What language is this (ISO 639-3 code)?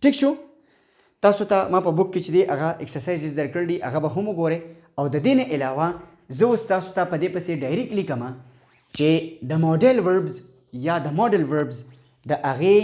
pus